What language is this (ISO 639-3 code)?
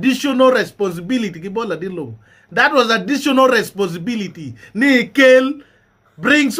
ach